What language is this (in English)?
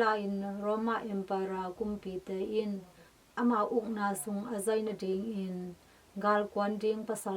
Tedim Chin